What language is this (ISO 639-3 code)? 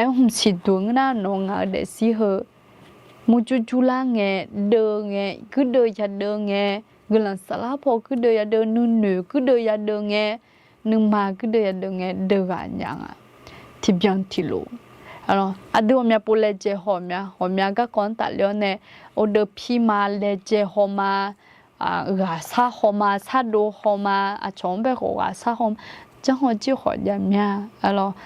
ahk